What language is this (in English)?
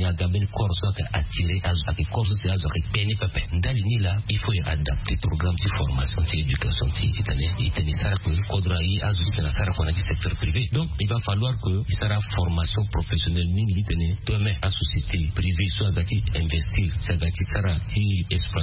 Sango